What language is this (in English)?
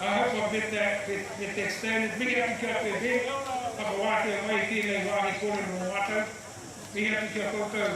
Māori